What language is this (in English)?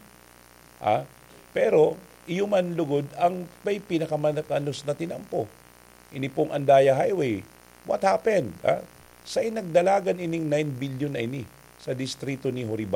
Bikol